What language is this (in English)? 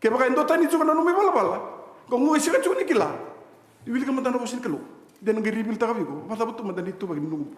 Fijian